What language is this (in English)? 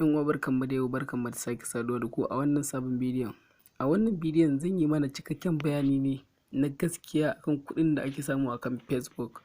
Hausa